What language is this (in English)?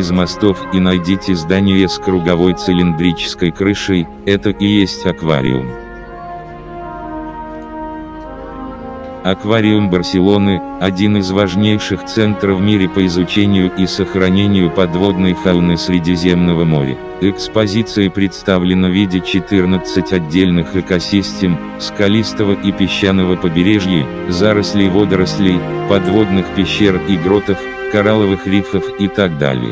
Russian